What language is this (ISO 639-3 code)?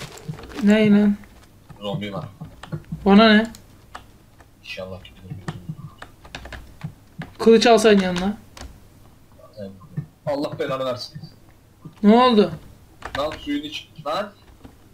tur